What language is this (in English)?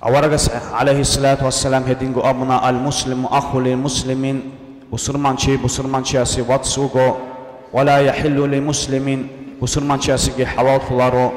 Avaric